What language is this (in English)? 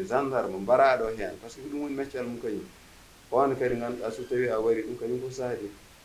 Fula